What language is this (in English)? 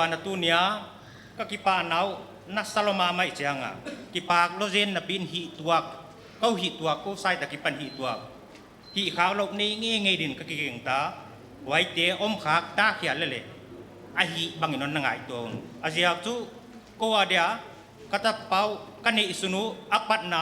Paite Chin